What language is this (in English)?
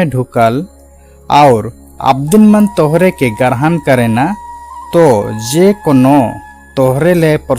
Sadri